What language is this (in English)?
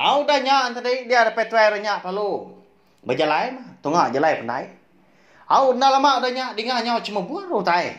Iban